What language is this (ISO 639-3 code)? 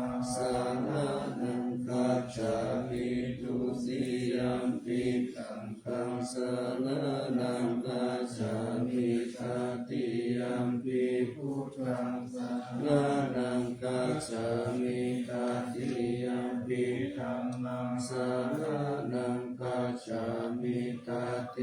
pli